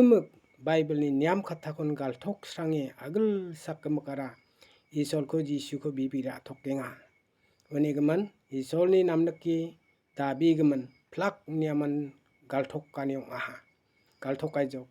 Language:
Garo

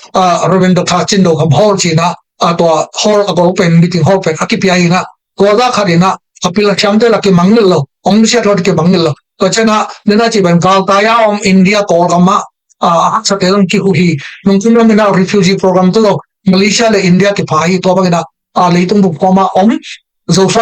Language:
Tedim Chin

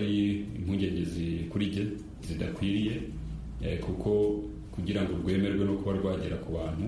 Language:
Kinyarwanda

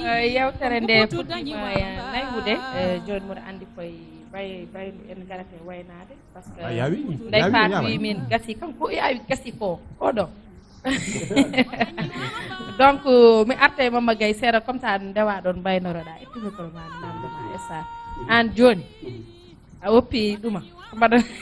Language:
Fula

